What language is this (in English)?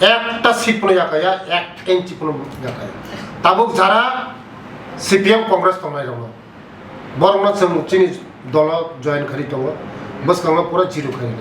Kok Borok